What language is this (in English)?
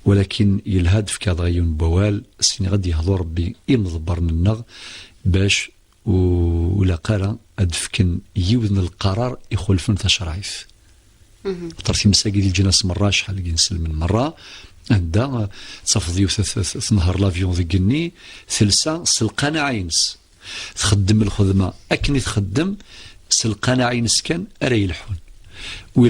Kabyle